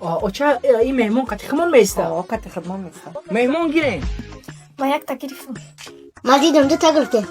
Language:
Tajik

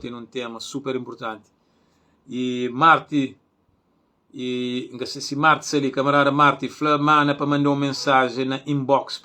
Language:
Kabuverdianu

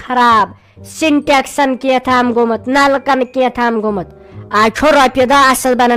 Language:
Kashmiri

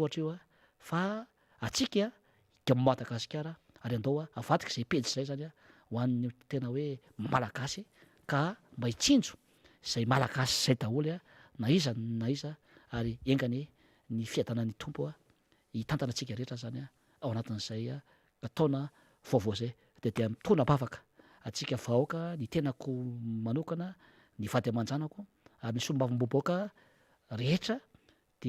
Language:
Malagasy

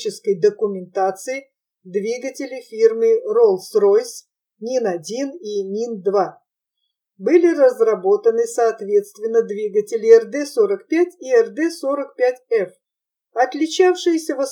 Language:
Russian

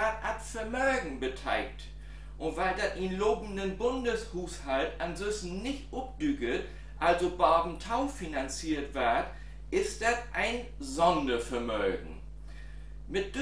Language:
Low German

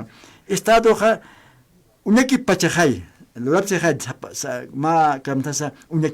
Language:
Aymara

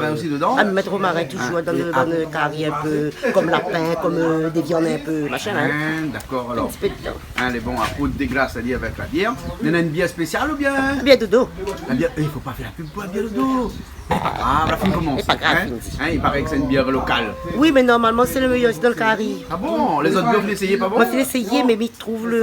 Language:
Réunion Creole French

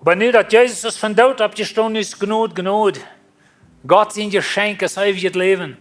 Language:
Plautdietsch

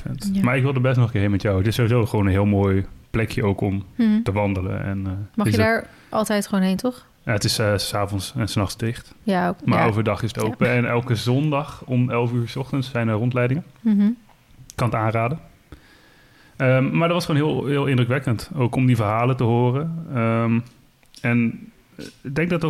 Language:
Dutch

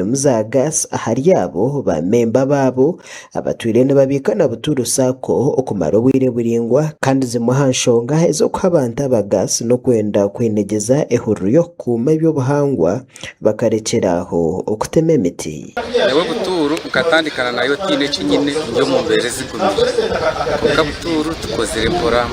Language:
Nyankole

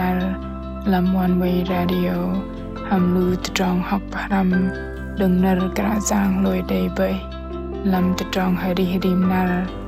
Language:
Bahnar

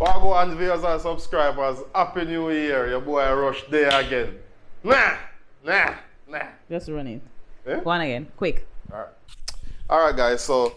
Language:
Jamaican Creole English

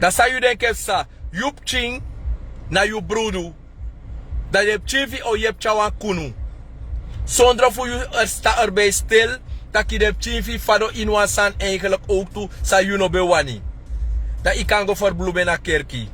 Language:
Sranan Tongo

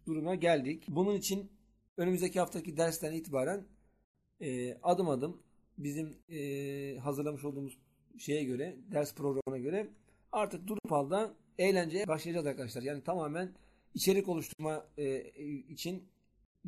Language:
Turkish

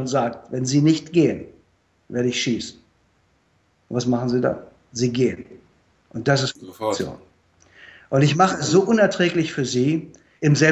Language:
German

